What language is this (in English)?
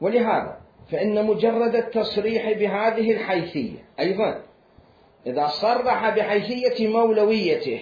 Mesopotamian Arabic